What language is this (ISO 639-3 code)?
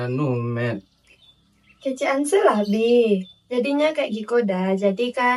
min